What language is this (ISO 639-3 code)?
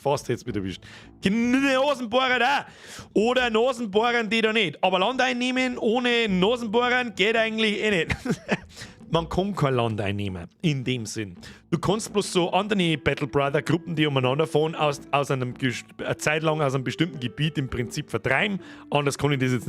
bar